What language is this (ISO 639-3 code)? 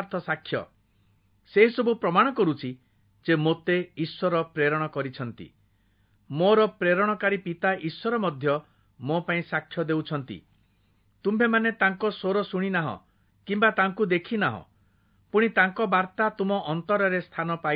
ori